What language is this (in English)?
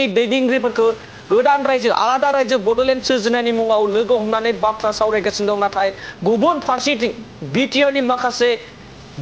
Bodo